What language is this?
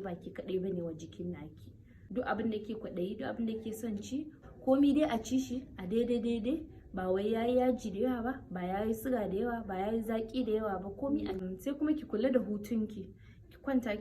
Hausa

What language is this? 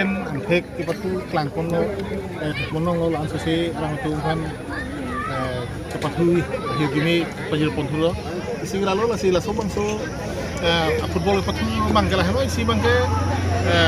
Karbi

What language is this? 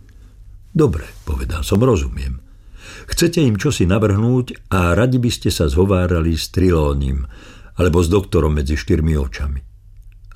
Slovak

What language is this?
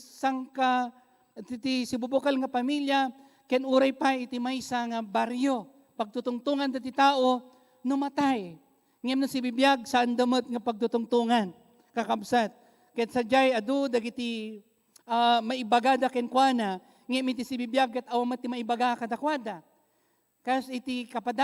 Iloko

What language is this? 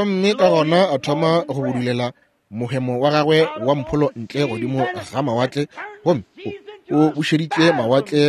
Northern Sotho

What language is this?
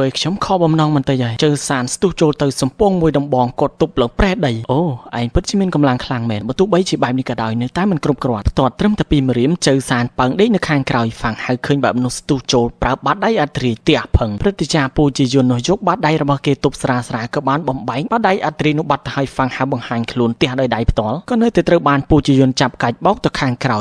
Khmer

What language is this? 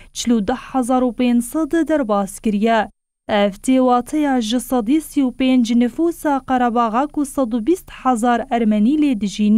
Kurdish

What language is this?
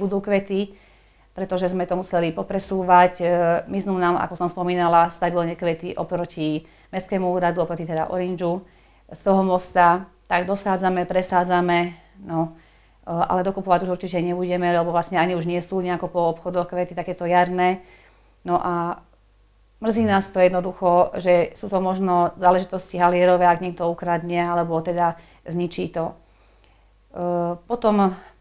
Slovak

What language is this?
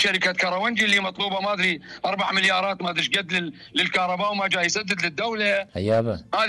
Mesopotamian Arabic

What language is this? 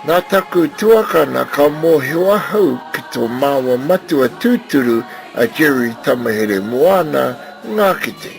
Māori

